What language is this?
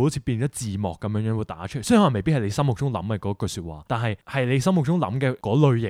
Cantonese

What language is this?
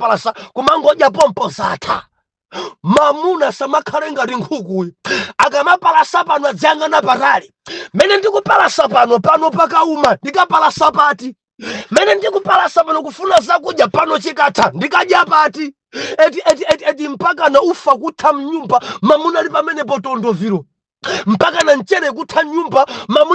Nyanja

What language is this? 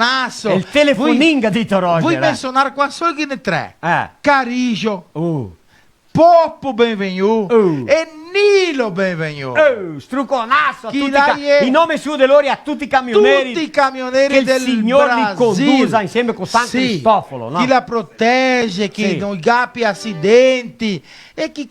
Venetian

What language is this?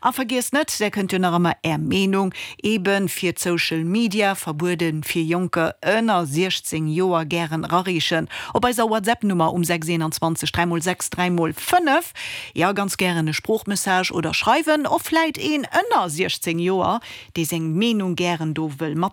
Luxembourgish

